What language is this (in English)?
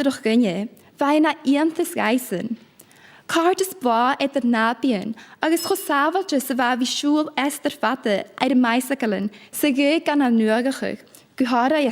Scottish Gaelic